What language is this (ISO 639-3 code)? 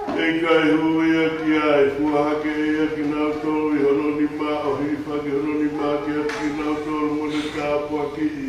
ton